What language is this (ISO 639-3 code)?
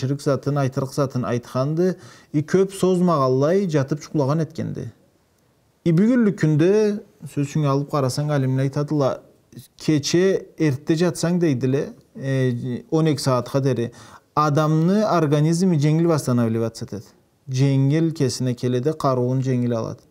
krc